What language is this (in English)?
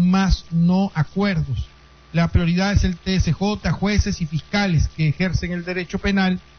Spanish